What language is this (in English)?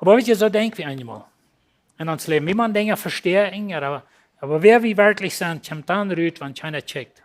Plautdietsch